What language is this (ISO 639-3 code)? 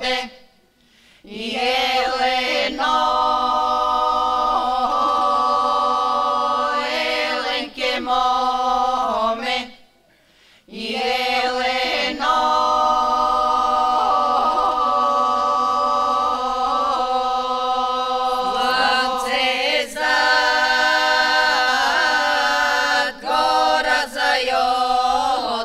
bul